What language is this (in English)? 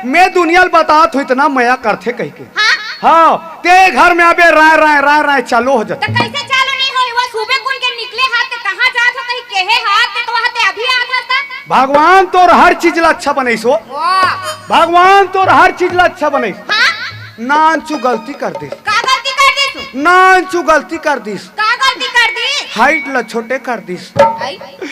Chhattisgarhi